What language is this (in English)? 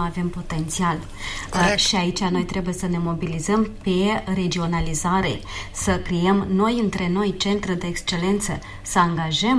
Romanian